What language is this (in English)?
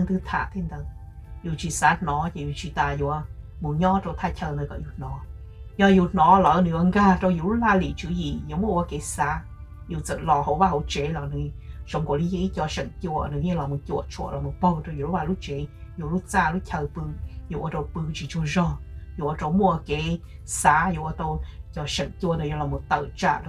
Hmong